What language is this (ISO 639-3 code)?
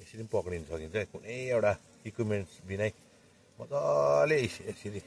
nep